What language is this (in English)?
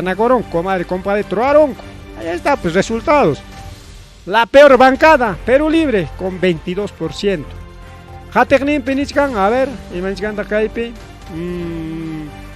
Ayacucho Quechua